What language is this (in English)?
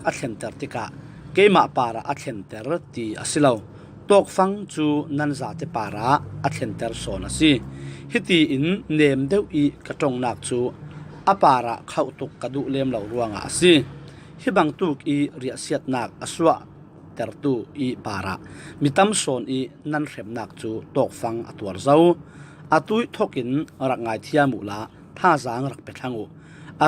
Falam Chin